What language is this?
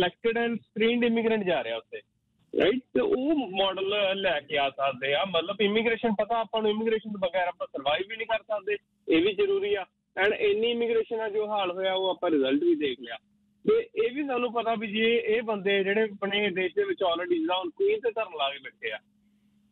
Punjabi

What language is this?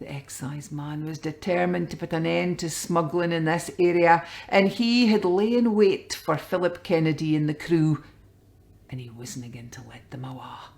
Scots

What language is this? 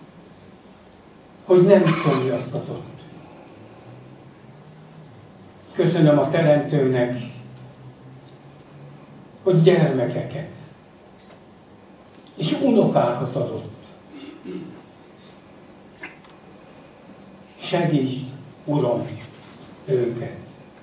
Hungarian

